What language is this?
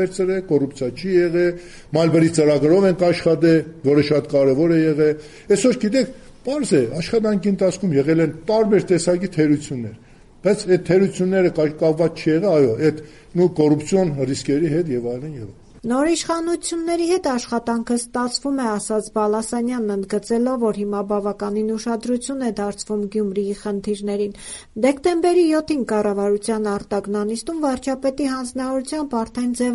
Armenian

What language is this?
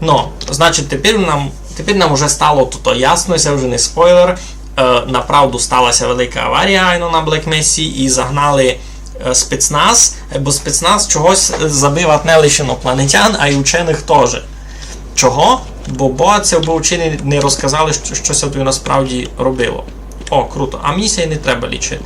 Rusyn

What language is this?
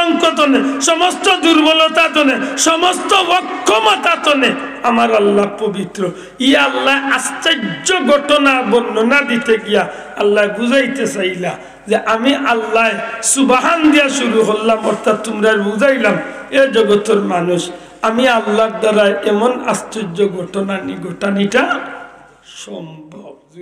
Sylheti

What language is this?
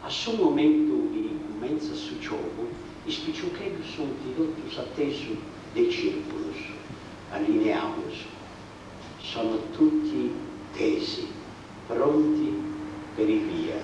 Sardinian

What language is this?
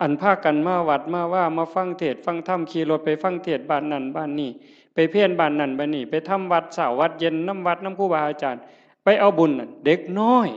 Northeastern Thai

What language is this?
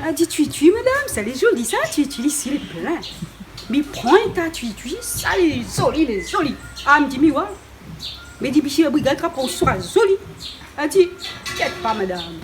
Réunion Creole French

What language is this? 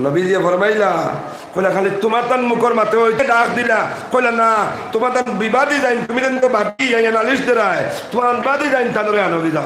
Sylheti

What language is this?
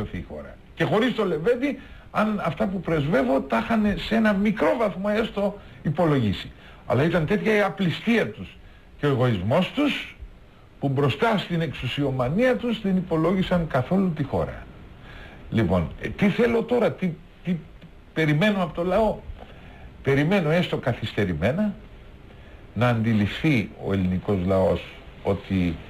Greek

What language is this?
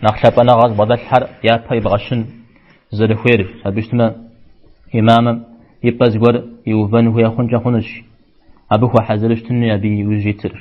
Kabardian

